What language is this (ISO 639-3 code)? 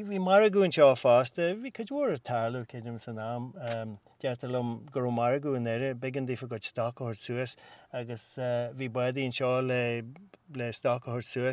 gle